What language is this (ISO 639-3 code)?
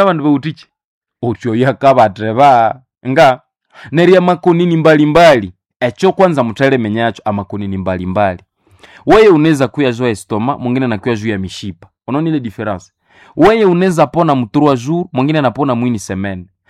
nnb